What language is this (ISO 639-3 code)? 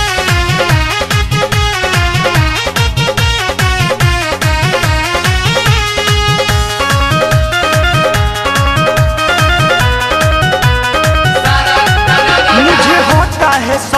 bho